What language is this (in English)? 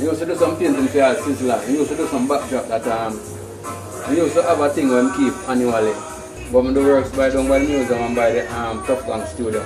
Jamaican Creole English